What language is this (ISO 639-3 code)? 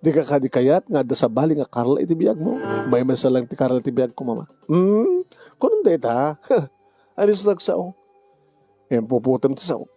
ilo